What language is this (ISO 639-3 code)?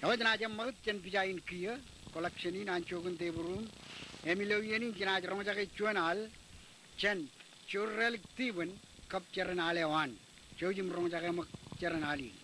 mah